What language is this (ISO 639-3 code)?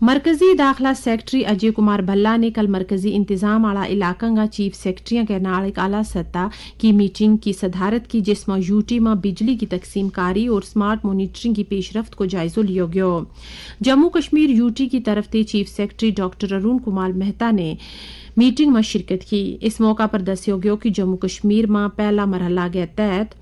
gju